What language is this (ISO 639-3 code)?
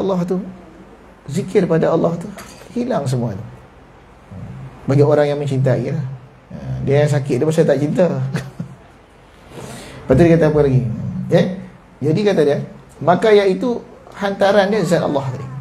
msa